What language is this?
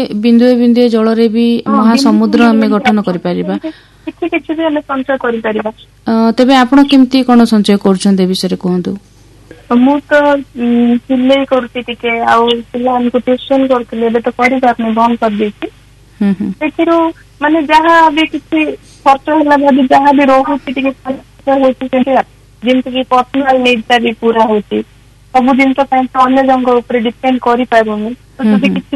Odia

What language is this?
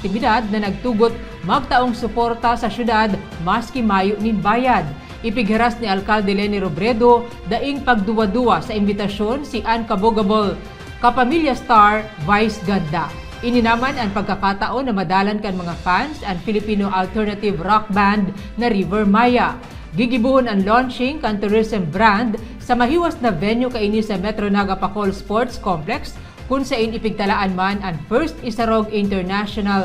Bikol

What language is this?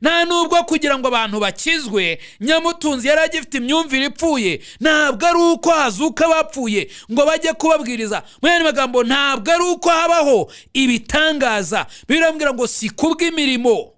Kinyarwanda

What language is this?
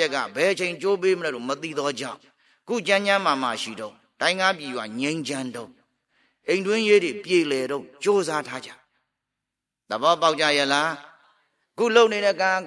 Burmese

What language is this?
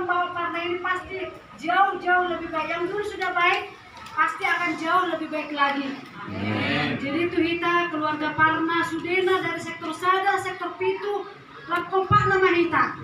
Batak Toba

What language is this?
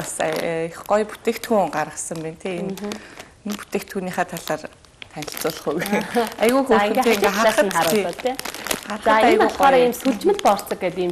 Mongolian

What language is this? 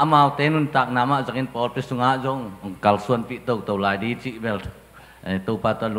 Tedim Chin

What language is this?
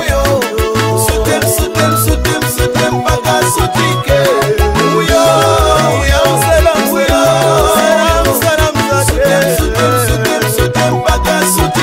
Swahili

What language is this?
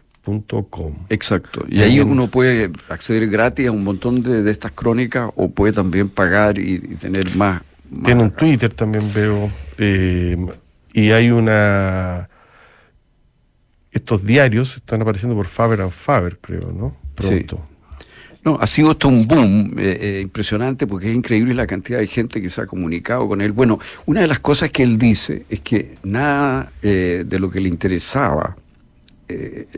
Spanish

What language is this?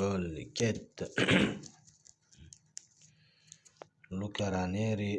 Uzbek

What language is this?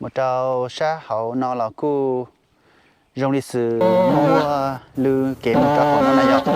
Hmong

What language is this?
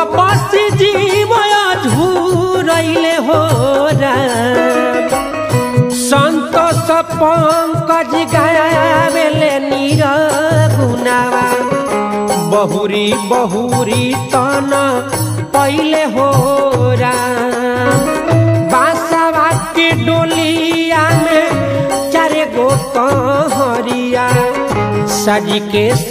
Bhojpuri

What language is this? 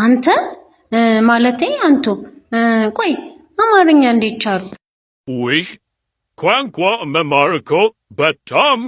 Amharic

